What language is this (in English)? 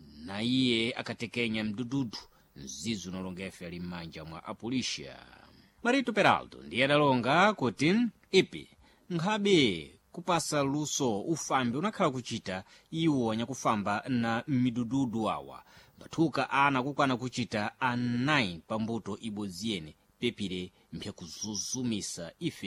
Sena